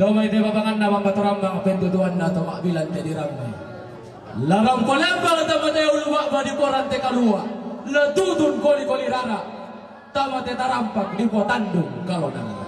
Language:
Toraja-Sa'dan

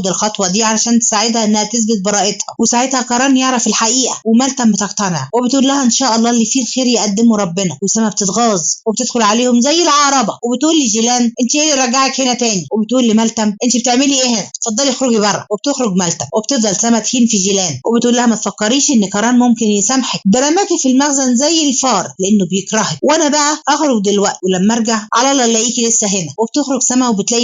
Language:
Egyptian Arabic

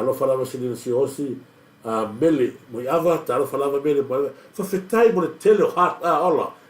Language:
Samoan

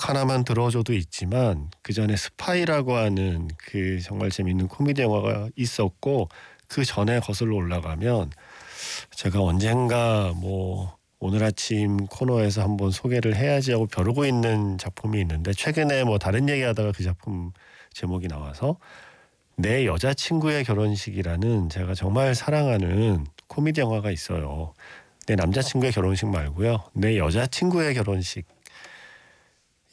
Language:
Korean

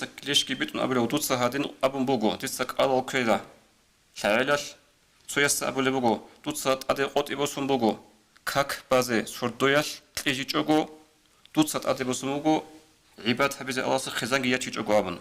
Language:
Avaric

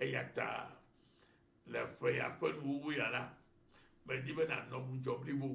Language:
Ewe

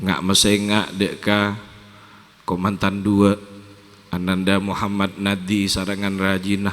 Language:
Madurese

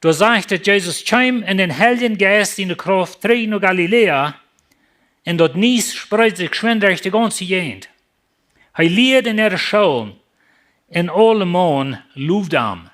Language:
Plautdietsch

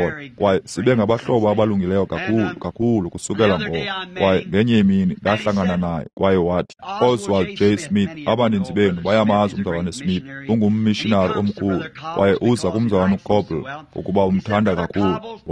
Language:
Xhosa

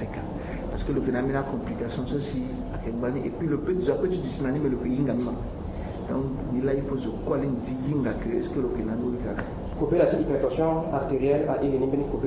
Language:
Sango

